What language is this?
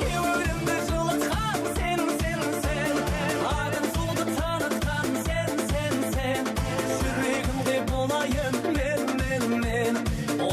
Kara-Kalpak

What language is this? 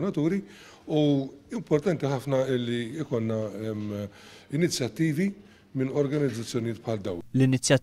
Maltese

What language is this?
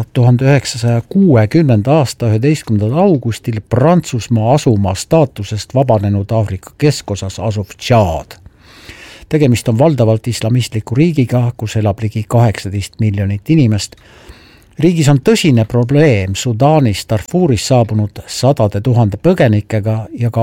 Estonian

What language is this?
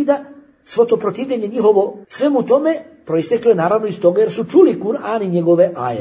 Bosnian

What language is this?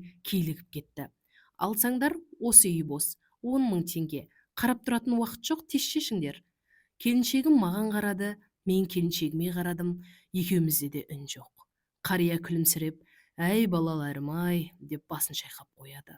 Kazakh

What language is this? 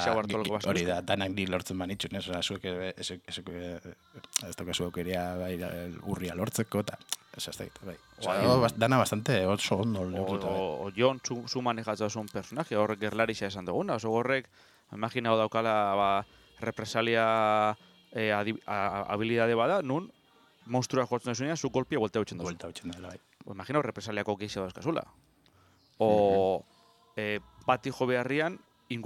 Basque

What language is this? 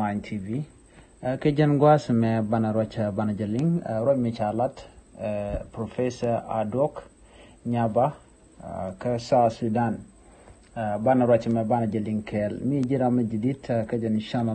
Nuer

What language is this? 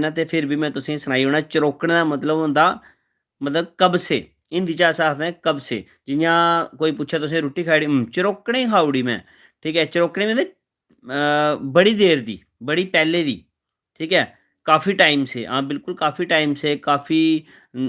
Dogri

